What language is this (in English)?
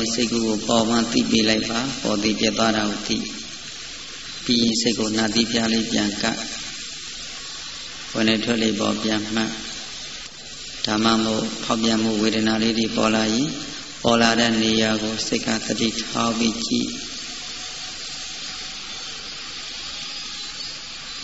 Burmese